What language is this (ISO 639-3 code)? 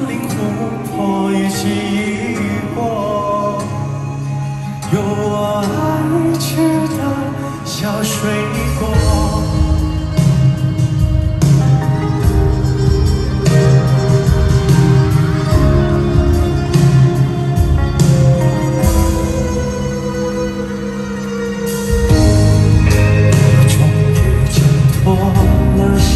zho